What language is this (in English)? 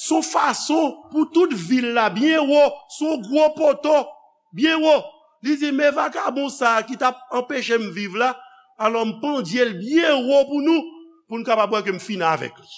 Haitian Creole